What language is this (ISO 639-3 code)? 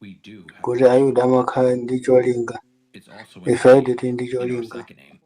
nya